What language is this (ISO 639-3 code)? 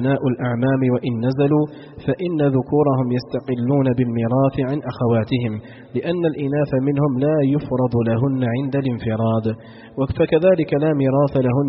ara